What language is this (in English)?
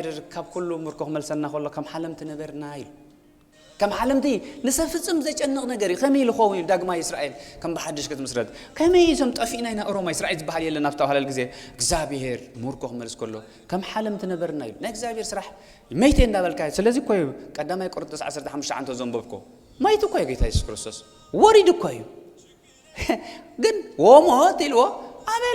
Tigrinya